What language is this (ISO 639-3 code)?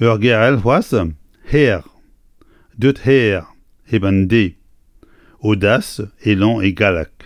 bre